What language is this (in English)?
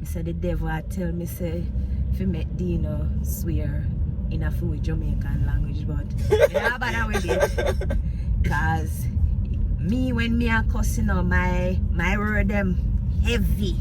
Jamaican Creole English